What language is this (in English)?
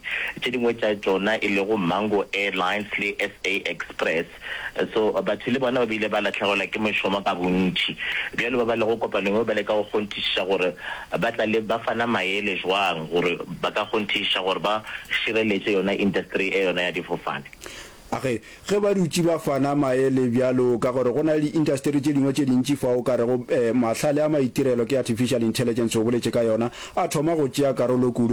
Northern Sotho